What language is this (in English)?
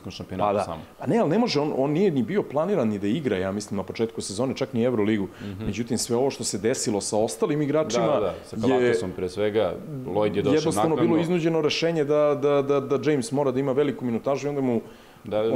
Serbian